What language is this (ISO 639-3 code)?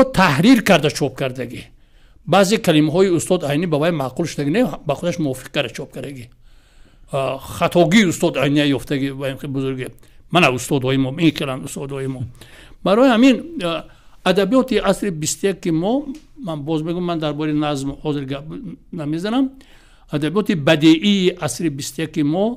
tgk